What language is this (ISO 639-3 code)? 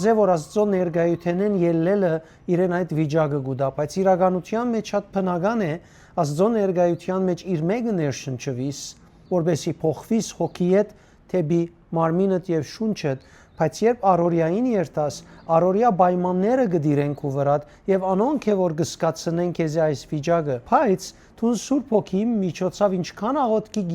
hyw